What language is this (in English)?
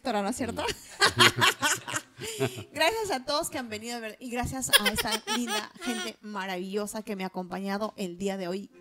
Spanish